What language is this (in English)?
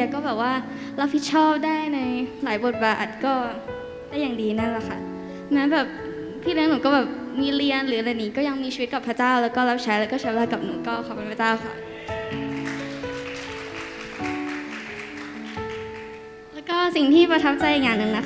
Thai